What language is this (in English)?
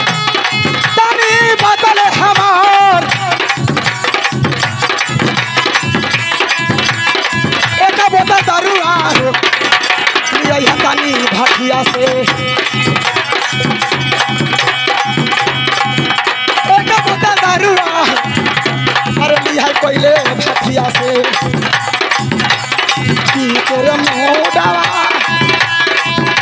Bhojpuri